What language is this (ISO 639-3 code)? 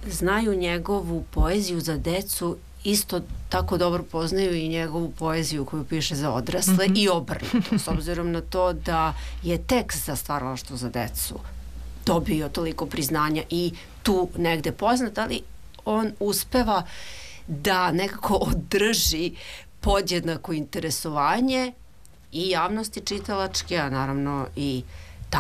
srp